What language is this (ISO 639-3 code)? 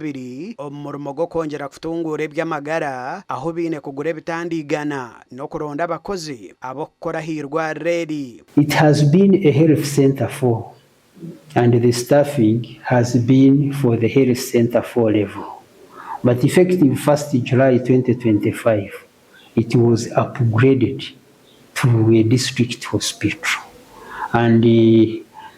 nyn